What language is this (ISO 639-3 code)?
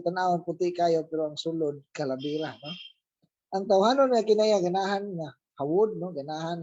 ceb